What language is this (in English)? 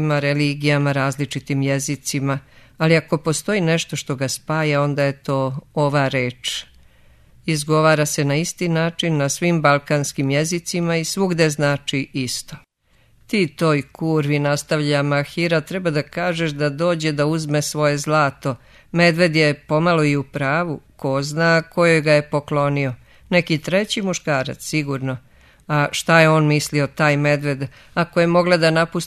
Serbian